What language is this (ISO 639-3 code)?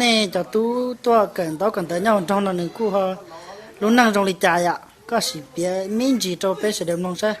hmn